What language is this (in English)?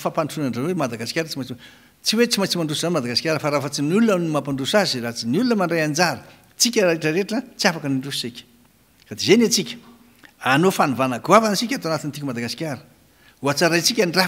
Malagasy